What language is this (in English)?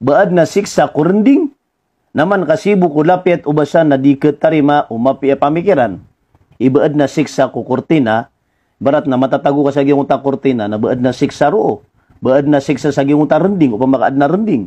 Maranao